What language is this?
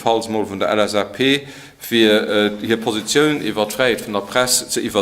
Luxembourgish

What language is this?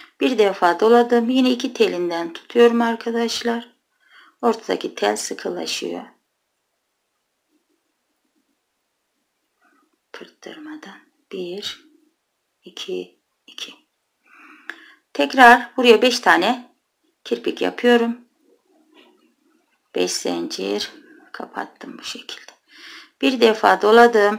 Turkish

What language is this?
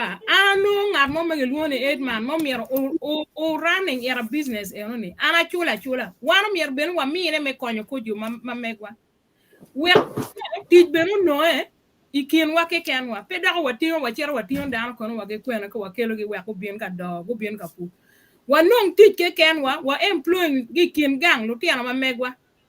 Acoli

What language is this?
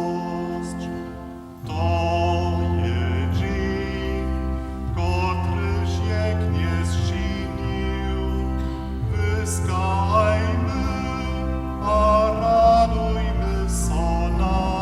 Upper Sorbian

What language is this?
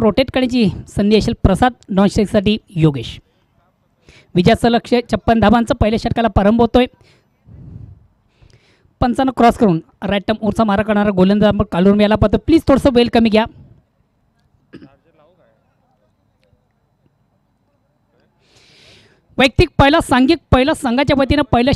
Marathi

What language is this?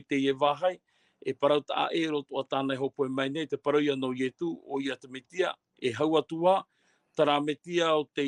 Tahitian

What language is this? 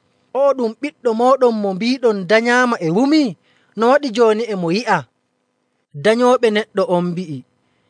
Nigerian Fulfulde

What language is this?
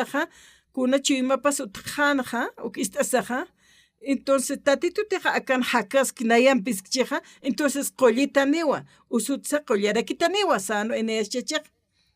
Aymara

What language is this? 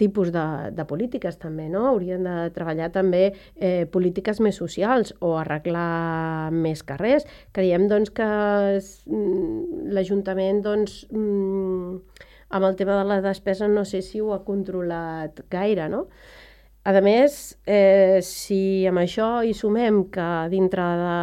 Catalan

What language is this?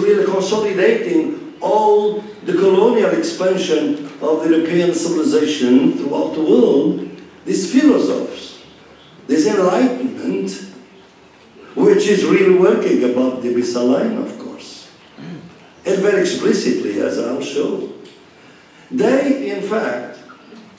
English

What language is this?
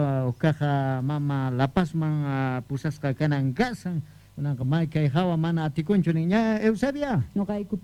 South Bolivian Quechua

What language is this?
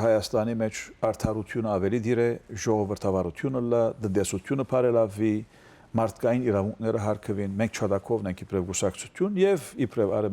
Western Armenian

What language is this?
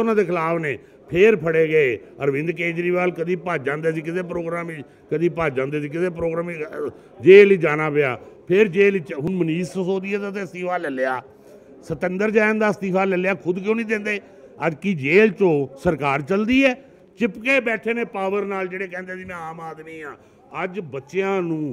Punjabi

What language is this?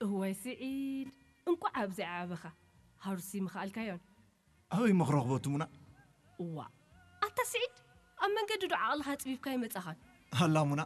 Tigrinya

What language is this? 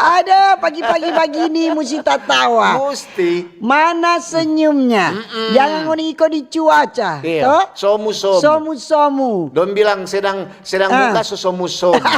Manado Malay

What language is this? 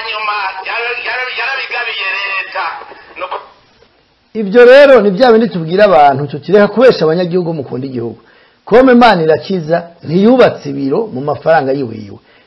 Rundi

